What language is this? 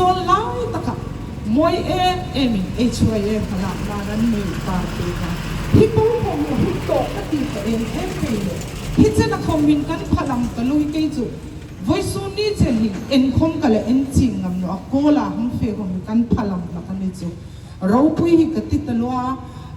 Hmar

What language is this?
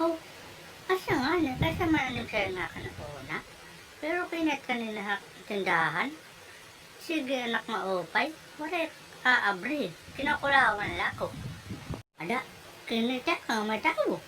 Waray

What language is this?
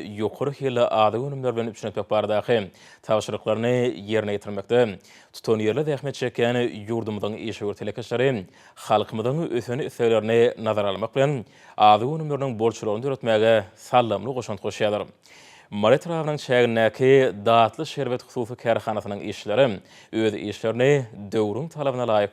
Turkmen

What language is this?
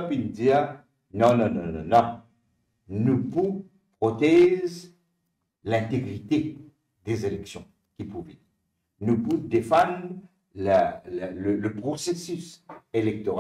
Morisyen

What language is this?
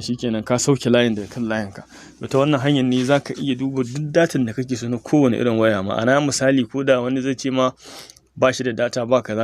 Hausa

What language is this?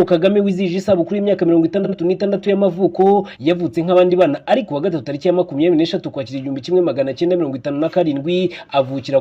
Kinyarwanda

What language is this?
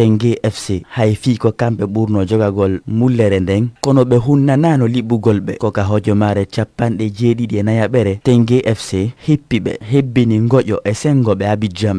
Fula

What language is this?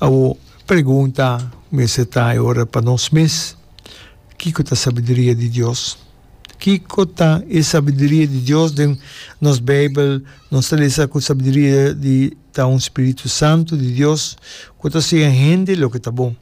Papiamento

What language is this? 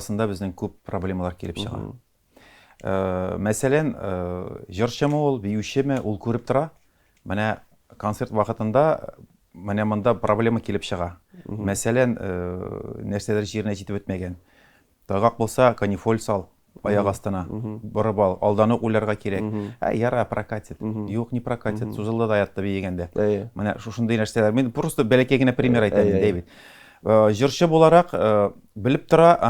Tatar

